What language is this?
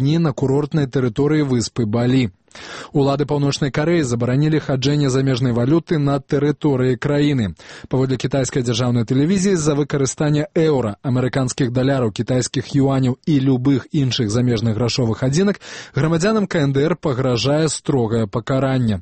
Belarusian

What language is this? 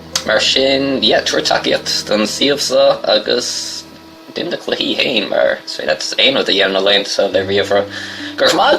Irish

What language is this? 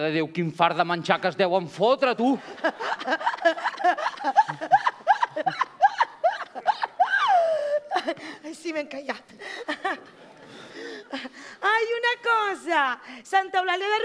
Catalan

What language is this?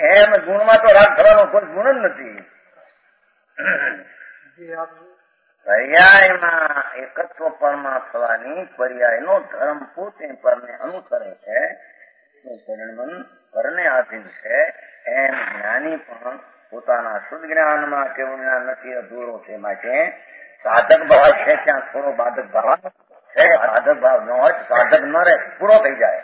Gujarati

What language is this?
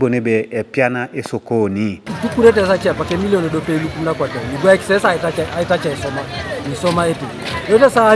Teso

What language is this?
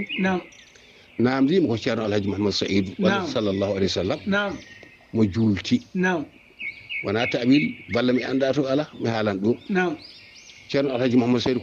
Fula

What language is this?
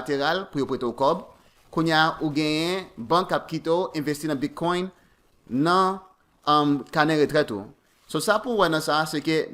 Haitian Creole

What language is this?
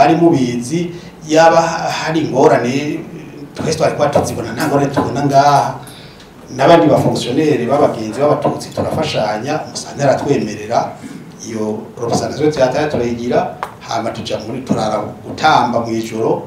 Rundi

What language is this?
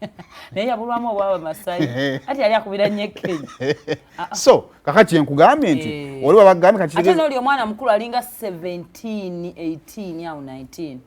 Ganda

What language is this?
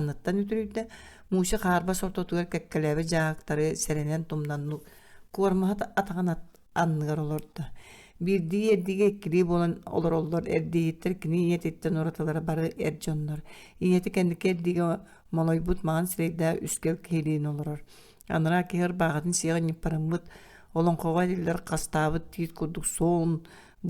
Yakut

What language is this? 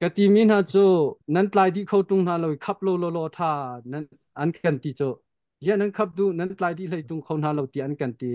Hakha Chin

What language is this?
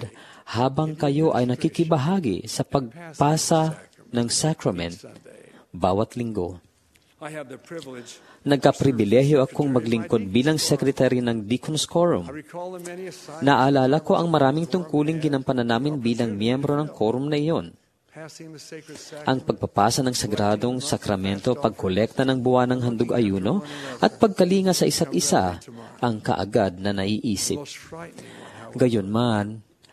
Filipino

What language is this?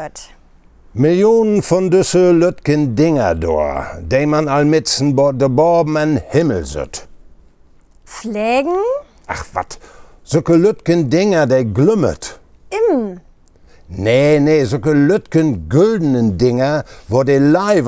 Low German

